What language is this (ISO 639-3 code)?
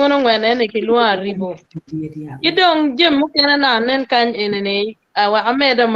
ach